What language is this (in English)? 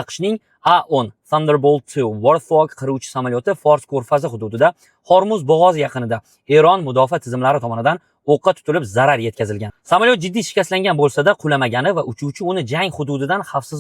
Uzbek